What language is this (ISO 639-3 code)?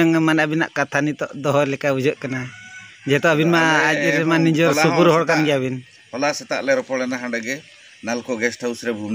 sat